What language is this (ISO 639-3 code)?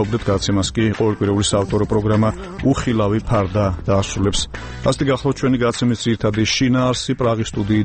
kat